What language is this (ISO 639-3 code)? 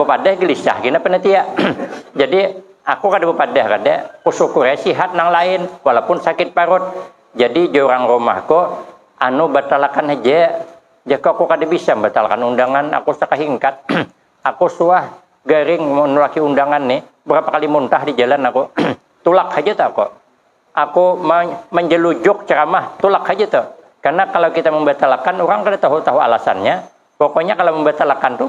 bjn